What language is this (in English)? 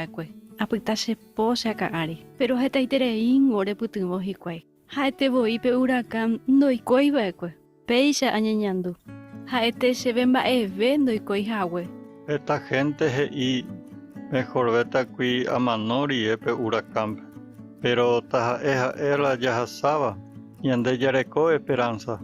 Guarani